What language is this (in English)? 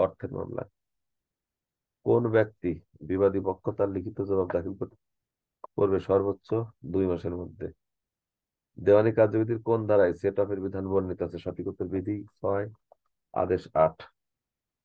Bangla